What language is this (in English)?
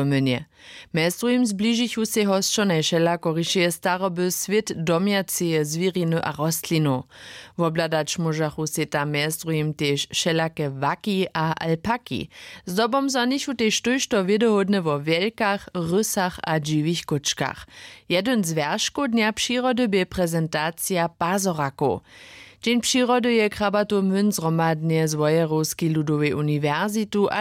Upper Sorbian